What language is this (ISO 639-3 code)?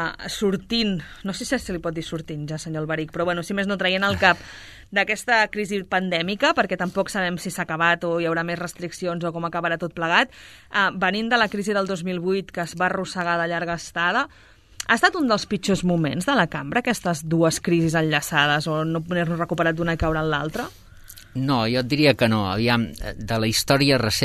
cat